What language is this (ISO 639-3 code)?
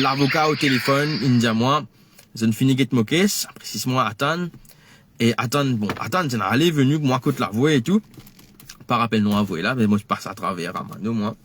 mfe